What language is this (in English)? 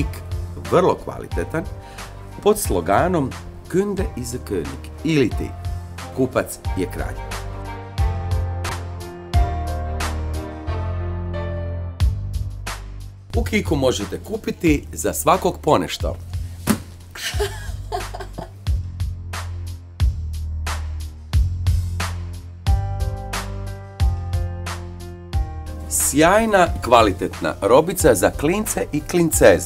Croatian